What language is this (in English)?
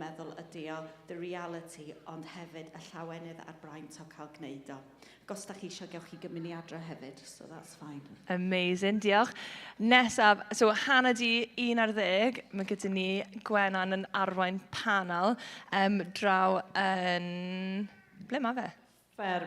Welsh